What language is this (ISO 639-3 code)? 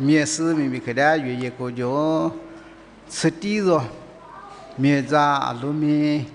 lis